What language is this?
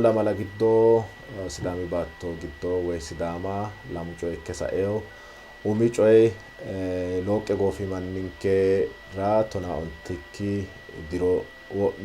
Sidamo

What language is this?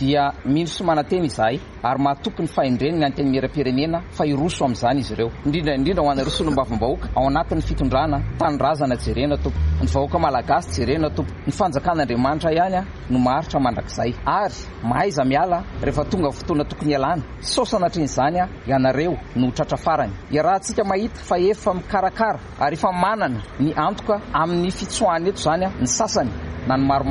Malagasy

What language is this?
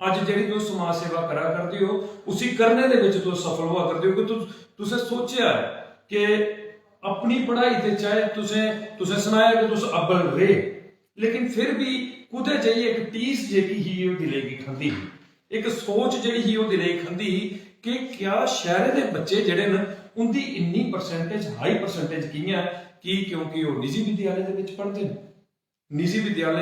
Dogri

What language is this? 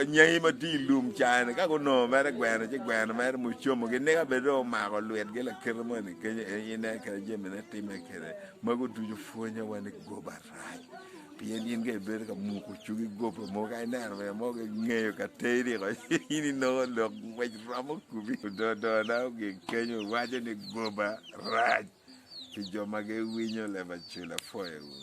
Acoli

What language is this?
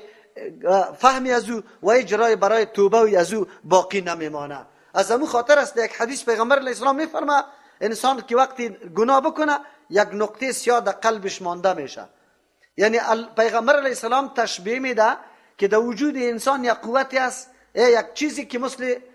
Persian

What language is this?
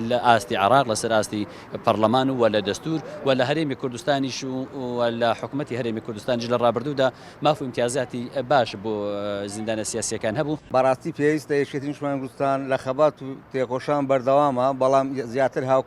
Central Kurdish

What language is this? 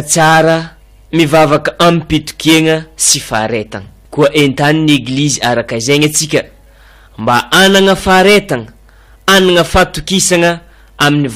Malagasy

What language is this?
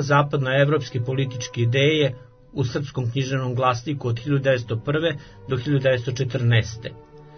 Bosnian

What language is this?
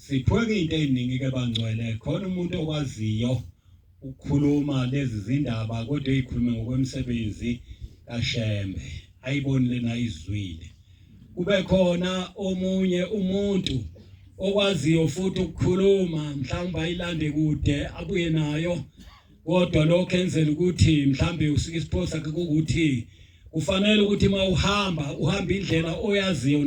Zulu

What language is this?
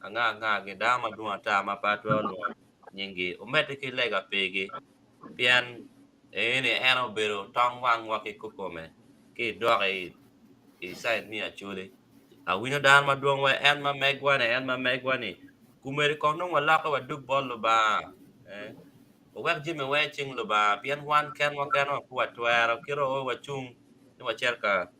Acoli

